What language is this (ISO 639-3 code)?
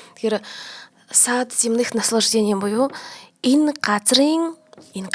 mon